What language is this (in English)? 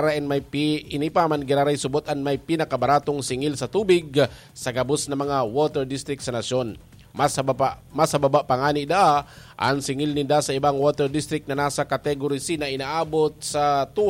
Bikol